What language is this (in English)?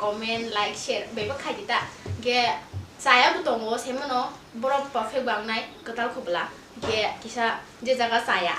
Kok Borok